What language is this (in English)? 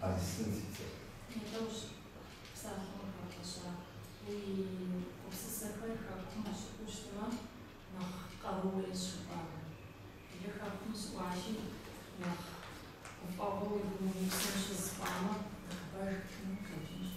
Kabardian